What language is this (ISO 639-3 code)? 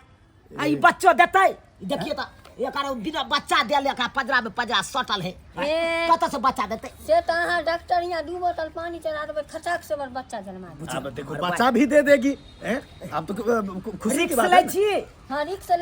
mai